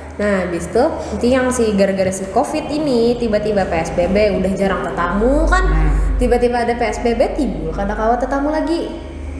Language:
Banjar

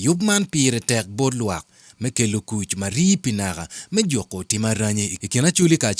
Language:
Acoli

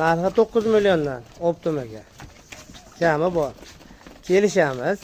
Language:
Uzbek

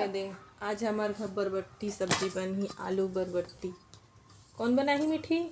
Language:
Chhattisgarhi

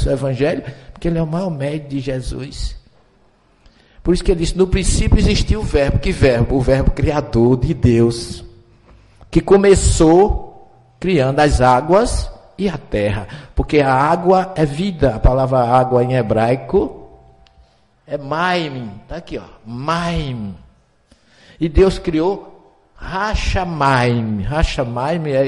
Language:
Portuguese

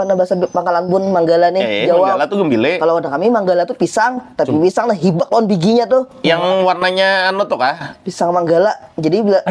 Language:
Banjar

